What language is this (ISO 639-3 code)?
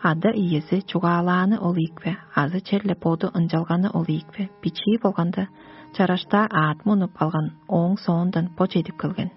tyv